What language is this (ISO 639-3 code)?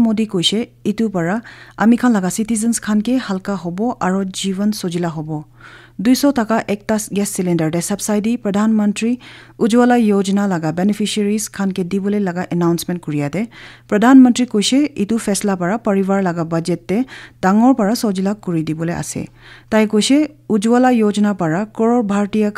nag